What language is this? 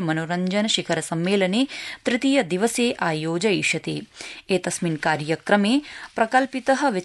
Sanskrit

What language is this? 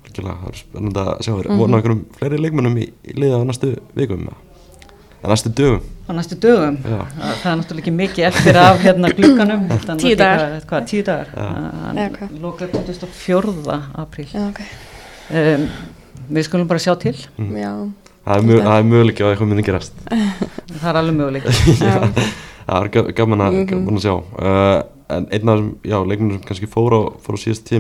Icelandic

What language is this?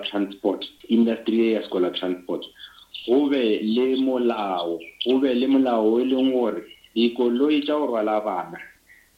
Northern Sotho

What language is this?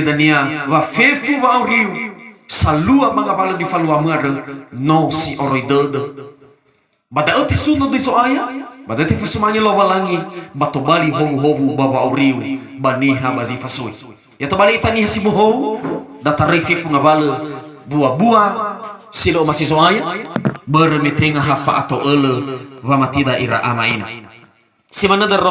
Nias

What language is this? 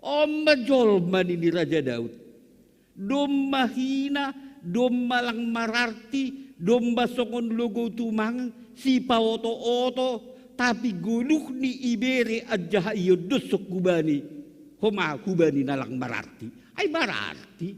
Batak Simalungun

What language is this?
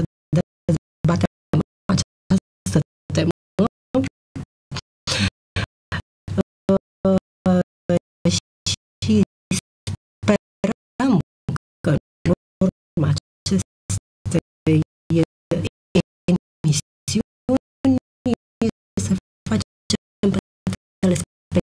Romanian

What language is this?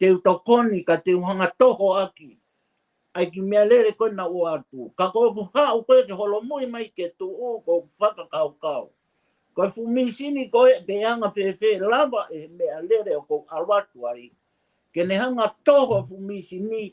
Tongan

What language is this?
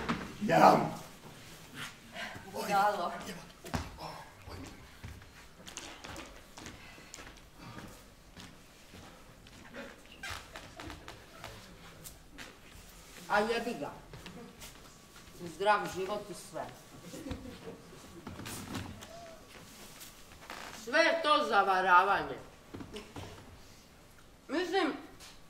Croatian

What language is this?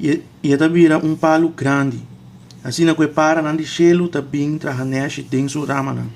Papiamento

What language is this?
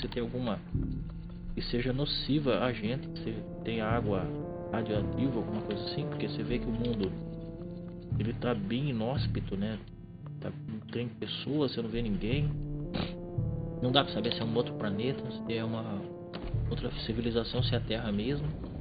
Portuguese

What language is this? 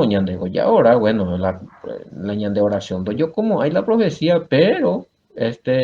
Guarani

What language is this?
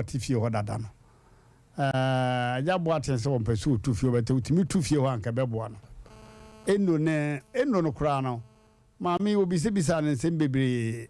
Akan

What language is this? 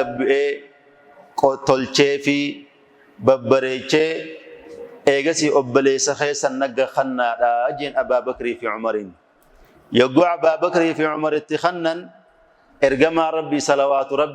Oromo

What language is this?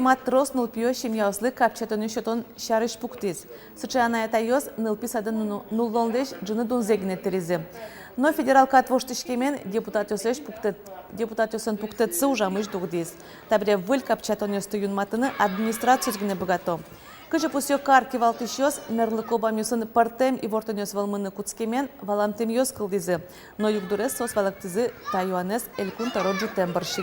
Udmurt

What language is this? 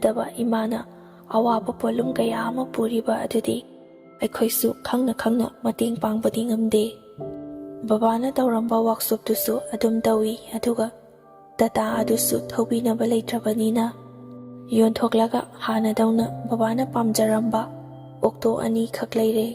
Manipuri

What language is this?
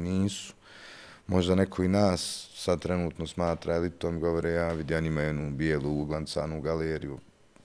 Bosnian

